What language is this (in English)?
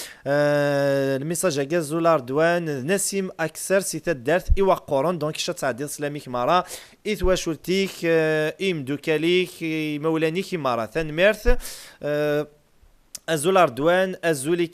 Kabyle